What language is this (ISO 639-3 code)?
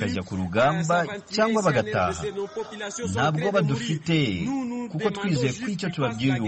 kin